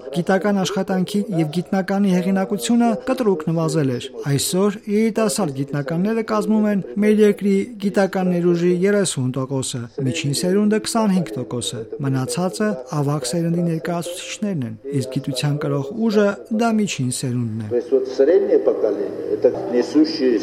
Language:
Armenian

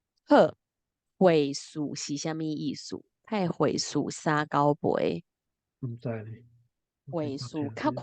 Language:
Min Nan Chinese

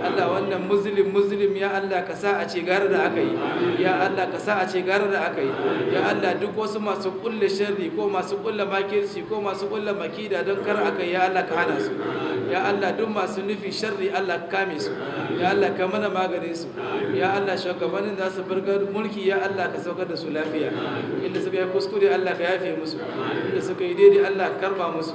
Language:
Hausa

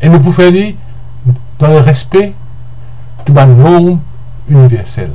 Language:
Morisyen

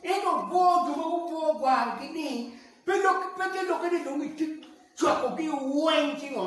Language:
Acoli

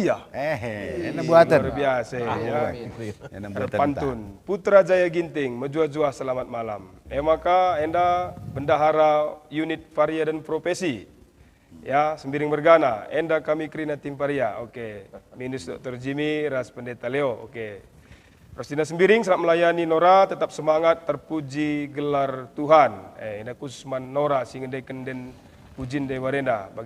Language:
Batak Karo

